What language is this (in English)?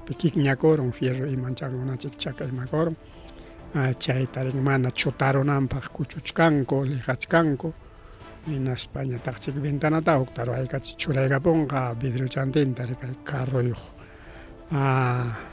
Ayacucho Quechua